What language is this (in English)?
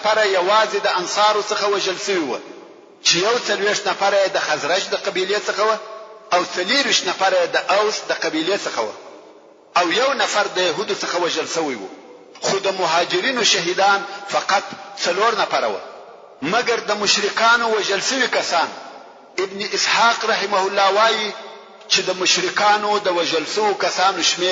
Pashto